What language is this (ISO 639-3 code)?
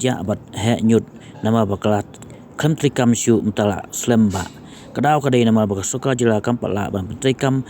kha